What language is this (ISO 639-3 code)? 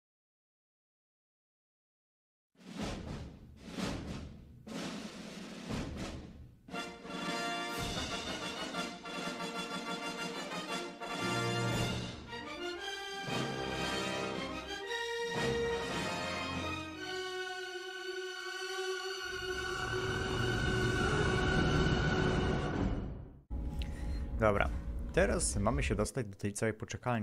pol